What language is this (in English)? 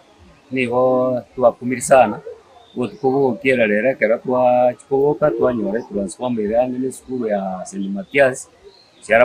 Gusii